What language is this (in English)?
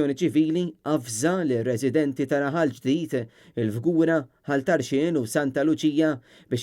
Maltese